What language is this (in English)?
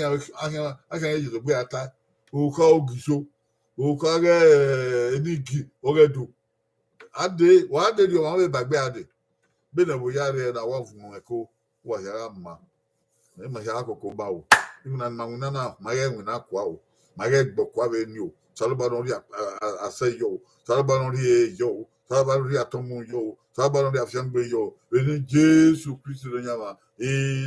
Bini